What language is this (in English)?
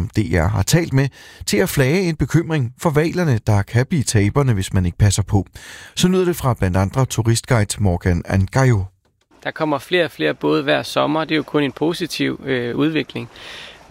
Danish